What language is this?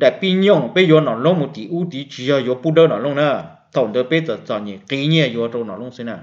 Hmong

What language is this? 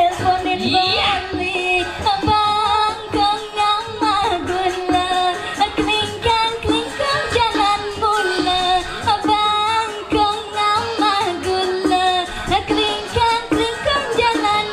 Balinese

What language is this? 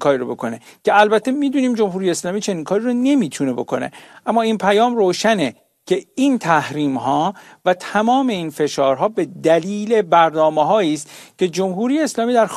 Persian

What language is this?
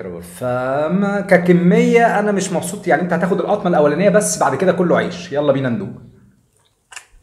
Egyptian Arabic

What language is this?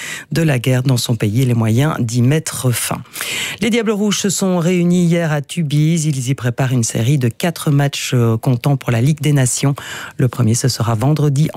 French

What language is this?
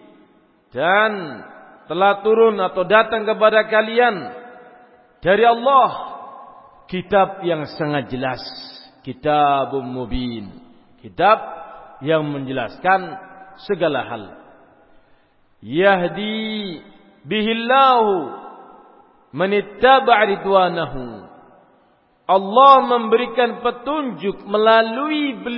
Indonesian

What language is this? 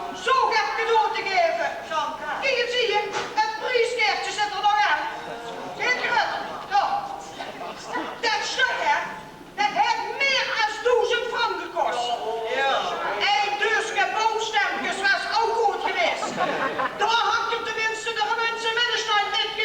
Limburgish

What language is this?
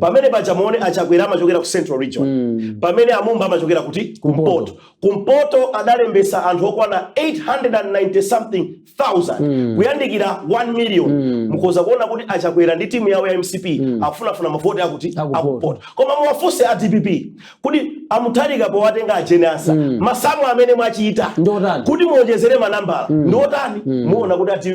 Nyanja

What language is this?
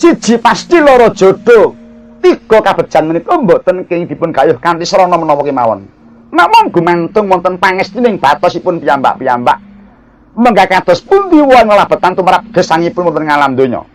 Javanese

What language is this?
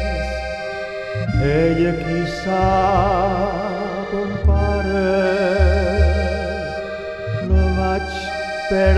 Catalan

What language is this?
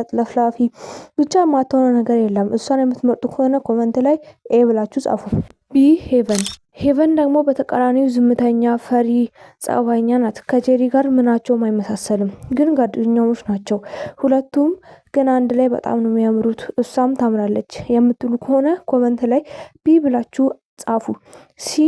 Amharic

